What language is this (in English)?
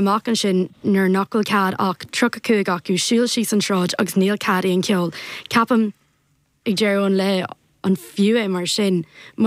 Irish